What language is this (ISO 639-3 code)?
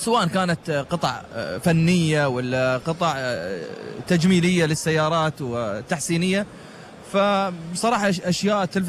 afb